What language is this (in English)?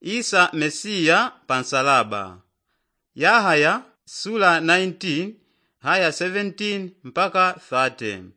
Yao